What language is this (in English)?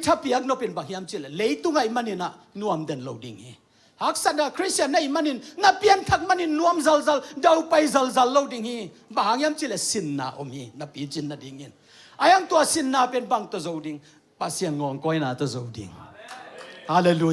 Tedim Chin